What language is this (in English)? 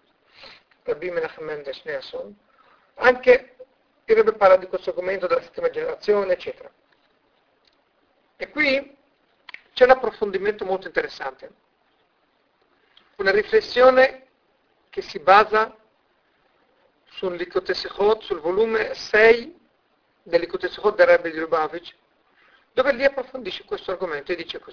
Italian